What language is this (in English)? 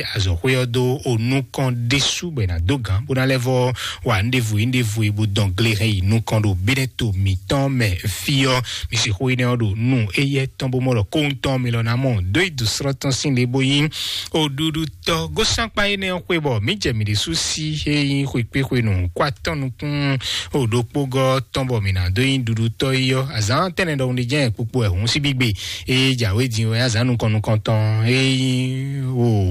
Fon